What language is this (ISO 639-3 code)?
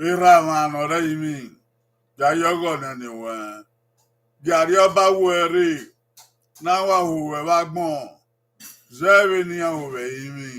bin